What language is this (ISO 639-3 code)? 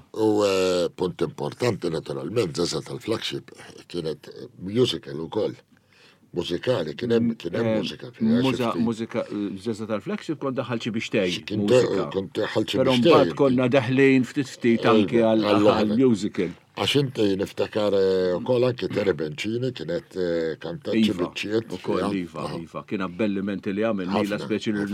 mlt